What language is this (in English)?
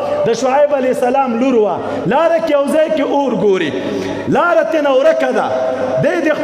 Pashto